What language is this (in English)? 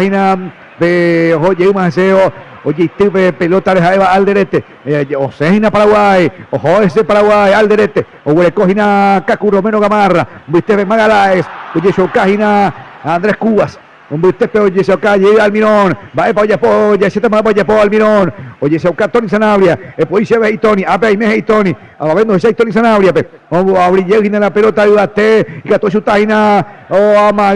Guarani